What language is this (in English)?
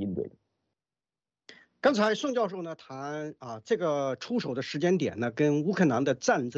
Chinese